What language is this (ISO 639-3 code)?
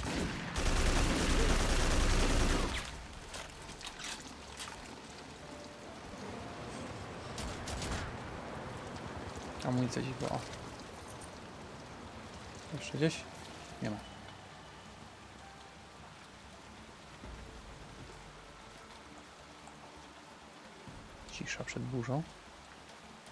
pol